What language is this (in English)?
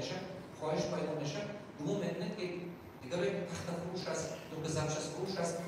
Tajik